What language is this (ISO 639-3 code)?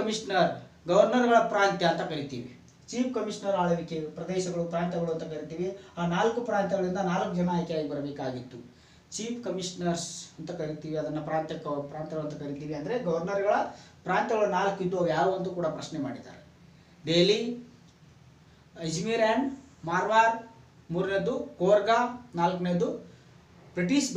kan